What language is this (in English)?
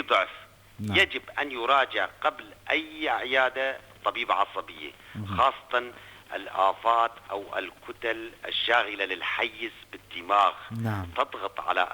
North Levantine Arabic